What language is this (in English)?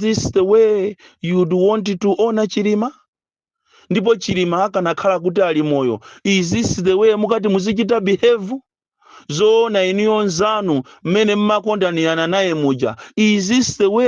Nyanja